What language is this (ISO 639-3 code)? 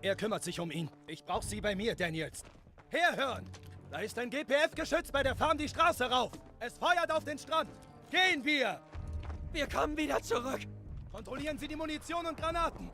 gsw